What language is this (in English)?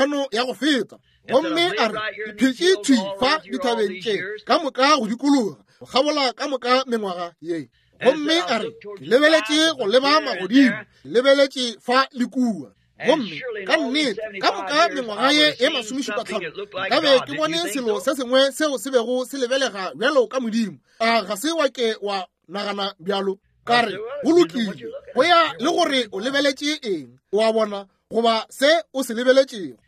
Northern Sotho